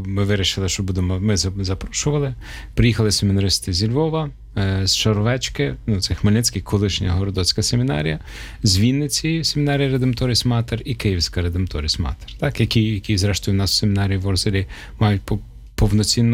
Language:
Ukrainian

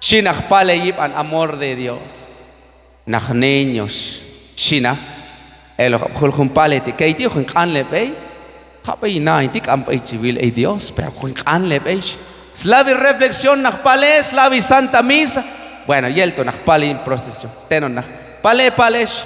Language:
Q'anjob'al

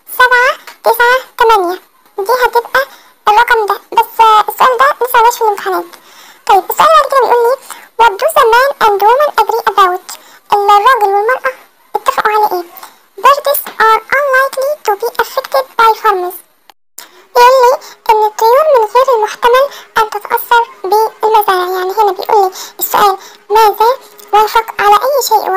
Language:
Egyptian Arabic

